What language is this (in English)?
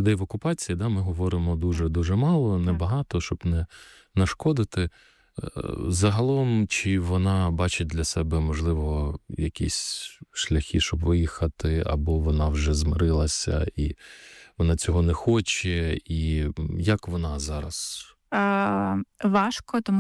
Ukrainian